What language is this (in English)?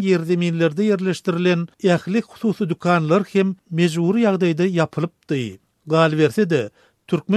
Turkmen